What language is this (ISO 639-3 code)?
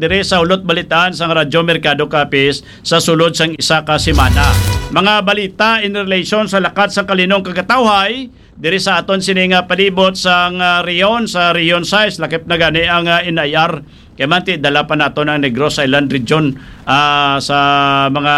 hil